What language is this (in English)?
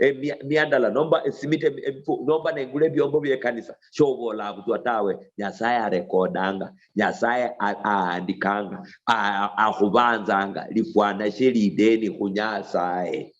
Luyia